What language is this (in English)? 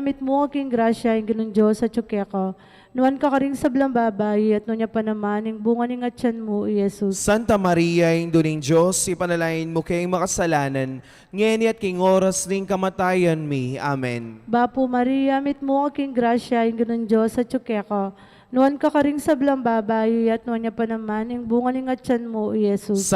Pampanga